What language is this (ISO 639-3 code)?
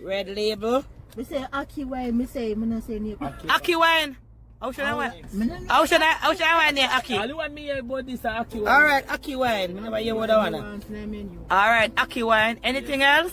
jam